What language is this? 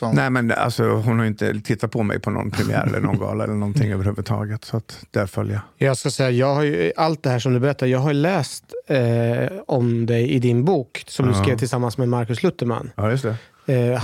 Swedish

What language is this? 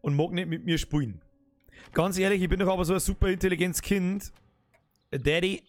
Bavarian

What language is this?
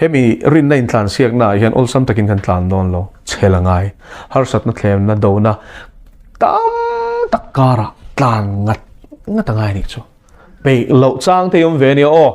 Mizo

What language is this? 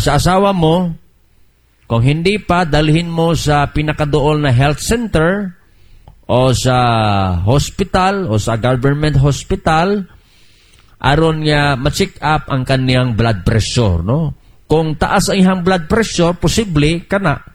Cebuano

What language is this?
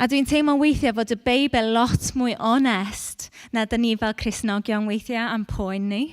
Welsh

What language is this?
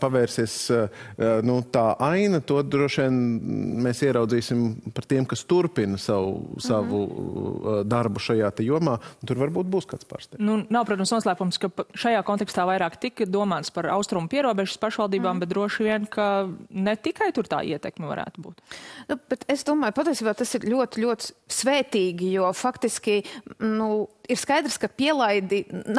Latvian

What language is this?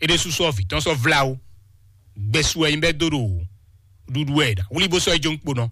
Fon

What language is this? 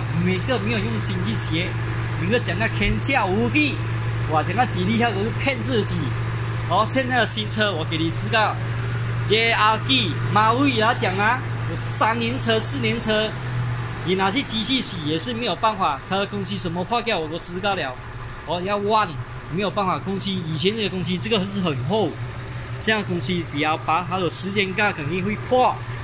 Chinese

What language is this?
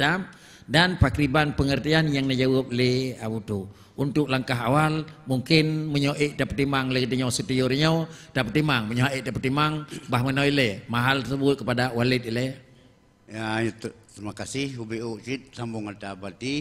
Achinese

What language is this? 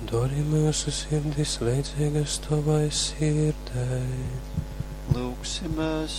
Latgalian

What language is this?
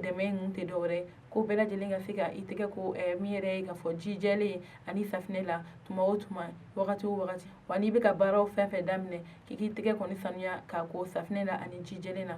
Bambara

